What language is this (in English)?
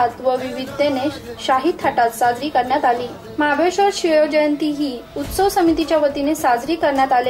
Marathi